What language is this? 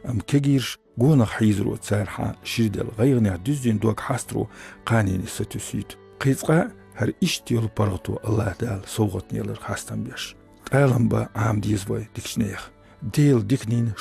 Chechen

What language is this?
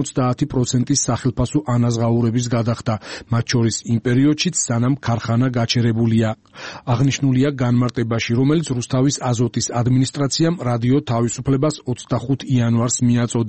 Georgian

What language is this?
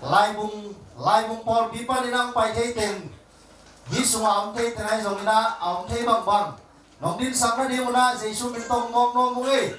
Tedim Chin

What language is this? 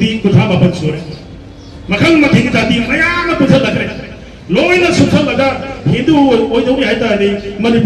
Manipuri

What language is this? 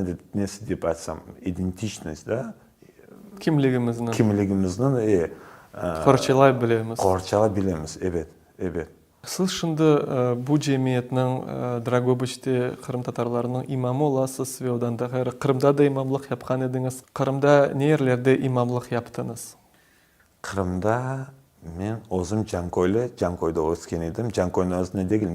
Crimean Tatar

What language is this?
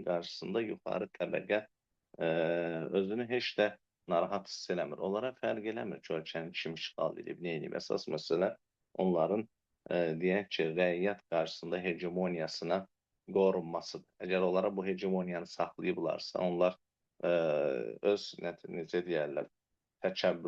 Azerbaijani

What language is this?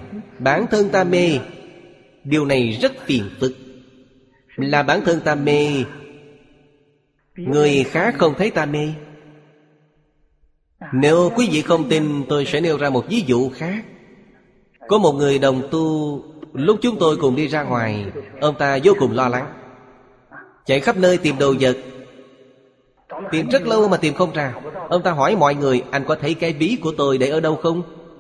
Vietnamese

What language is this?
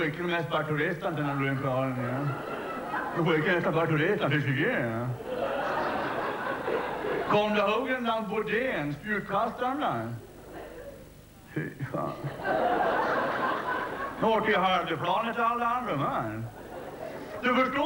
Swedish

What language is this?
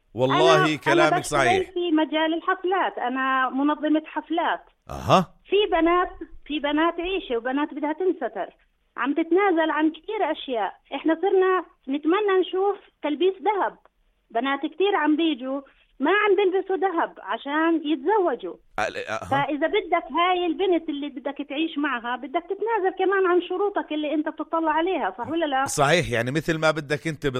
North Levantine Arabic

